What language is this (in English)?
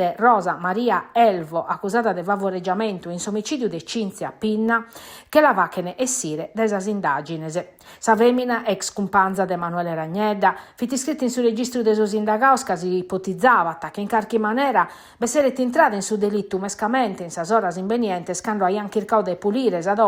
Sardinian